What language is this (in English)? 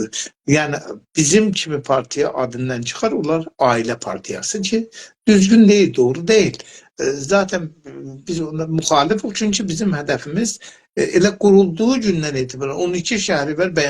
South Azerbaijani